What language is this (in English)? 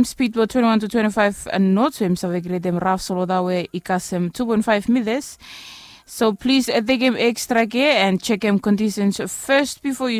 Bislama